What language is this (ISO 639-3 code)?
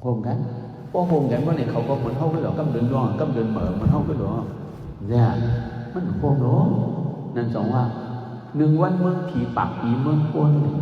shn